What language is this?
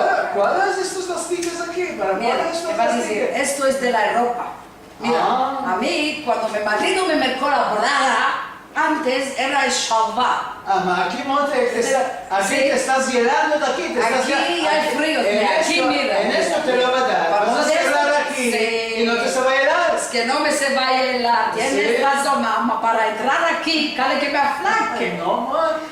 Ladino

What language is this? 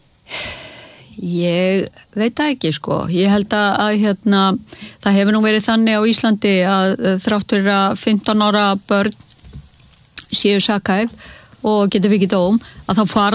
Icelandic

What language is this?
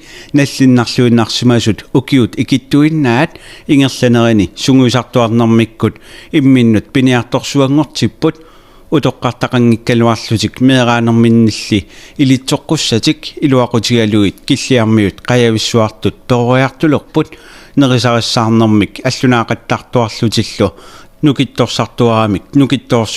Kalaallisut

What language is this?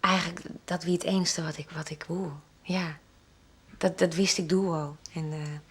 Western Frisian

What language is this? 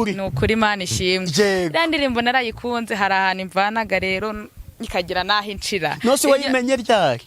Kinyarwanda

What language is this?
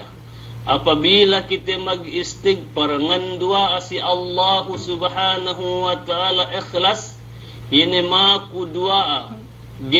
Yakan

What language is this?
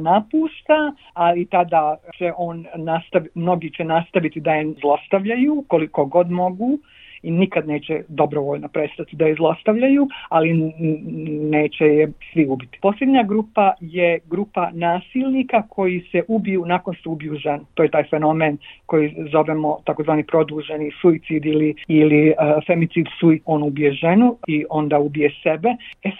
Bosnian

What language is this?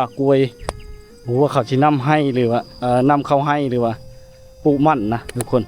Lao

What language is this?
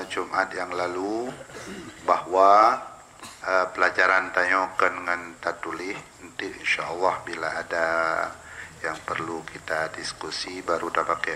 Achinese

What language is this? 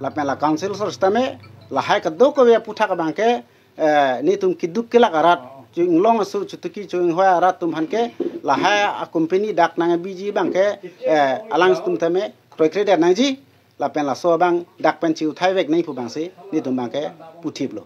Karbi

